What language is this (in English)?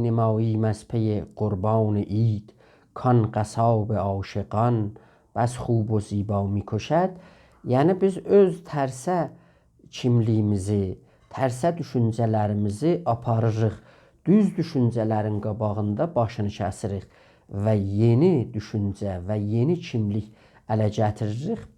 South Azerbaijani